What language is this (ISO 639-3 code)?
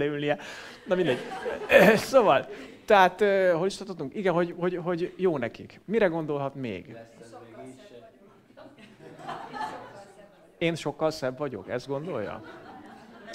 hun